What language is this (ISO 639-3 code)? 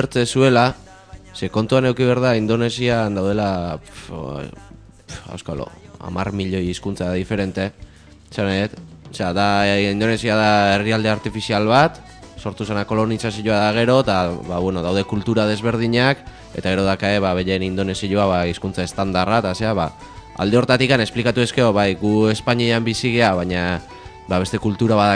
eus